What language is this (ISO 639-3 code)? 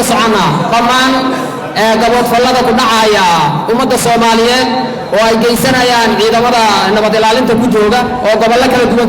som